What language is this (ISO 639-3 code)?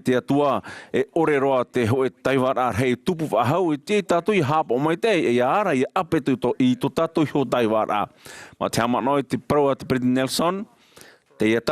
tah